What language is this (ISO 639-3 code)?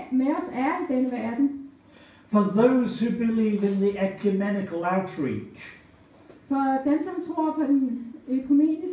dan